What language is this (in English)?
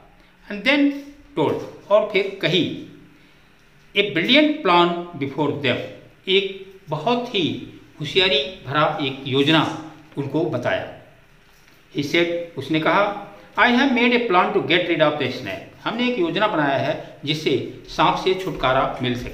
Hindi